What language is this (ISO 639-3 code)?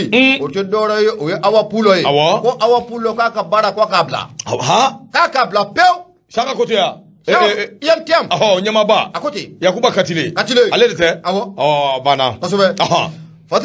bam